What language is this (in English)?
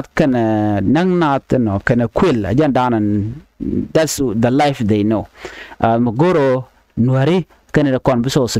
Nuer